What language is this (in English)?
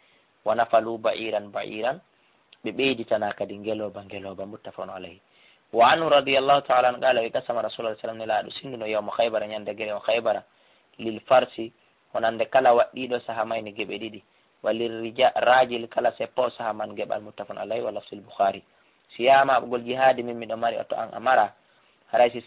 Fula